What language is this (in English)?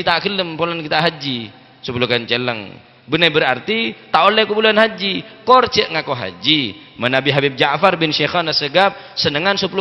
Madurese